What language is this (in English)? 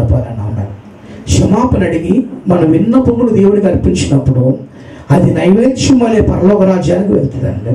Telugu